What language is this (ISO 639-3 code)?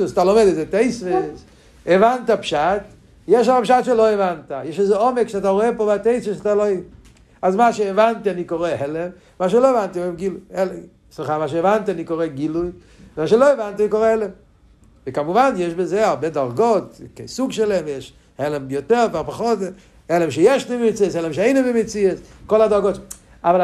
heb